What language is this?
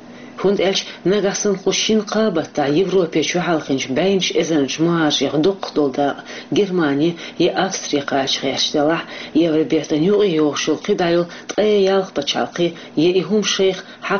Chechen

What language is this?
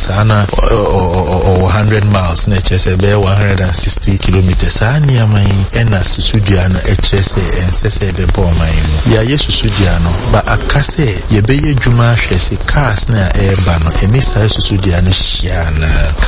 Akan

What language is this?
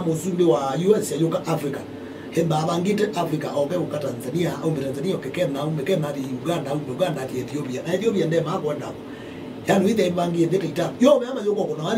Kamba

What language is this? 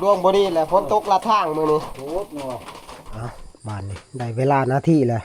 Northeastern Thai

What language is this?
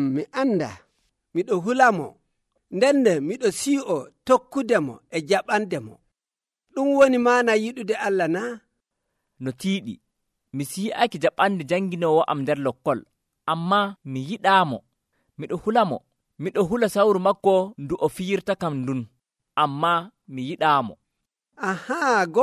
Nigerian Fulfulde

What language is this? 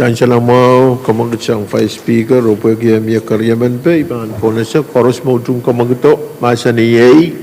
Pohnpeian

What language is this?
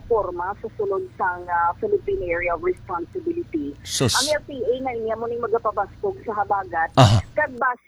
Hiligaynon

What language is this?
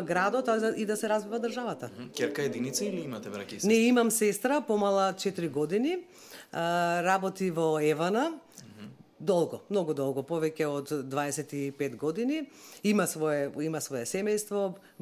Macedonian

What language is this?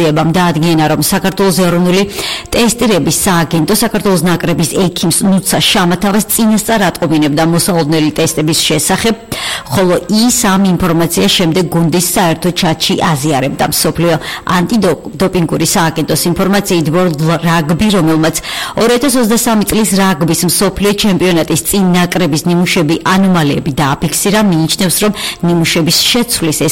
Georgian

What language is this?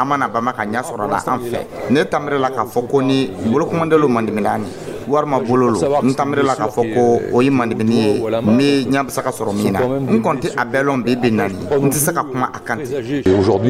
Dyula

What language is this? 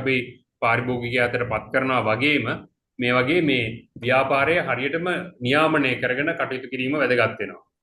Sinhala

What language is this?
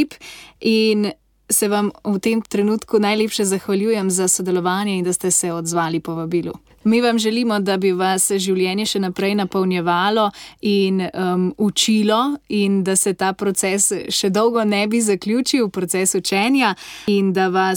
Slovenian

